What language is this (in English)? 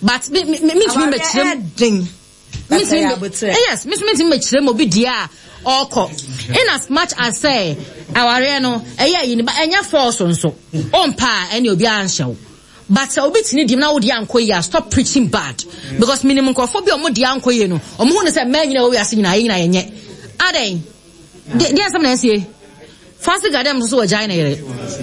Akan